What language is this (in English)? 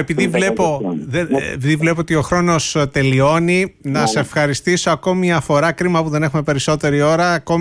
Greek